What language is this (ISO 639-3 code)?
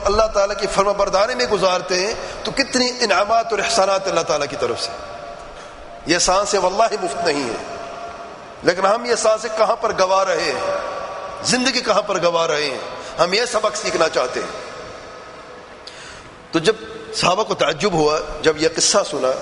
urd